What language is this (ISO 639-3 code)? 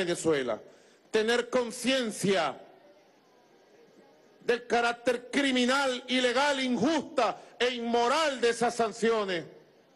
spa